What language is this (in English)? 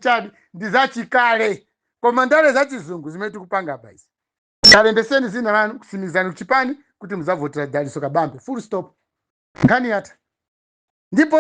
Nyanja